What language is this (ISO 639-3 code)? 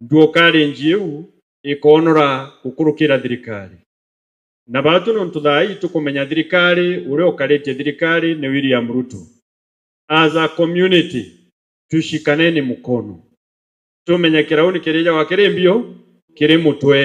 mer